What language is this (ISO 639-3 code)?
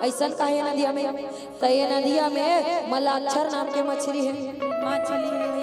hne